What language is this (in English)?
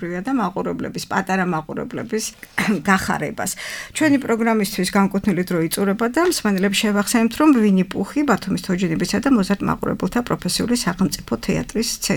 Georgian